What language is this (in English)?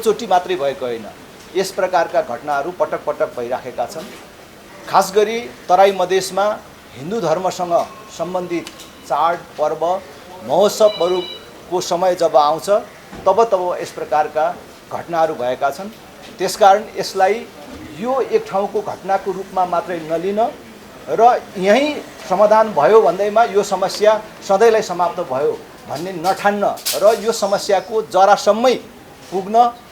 Nepali